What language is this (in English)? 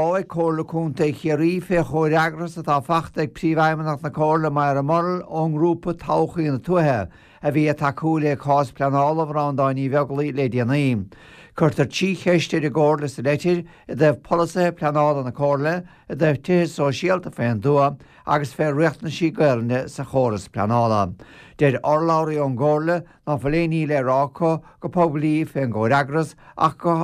Irish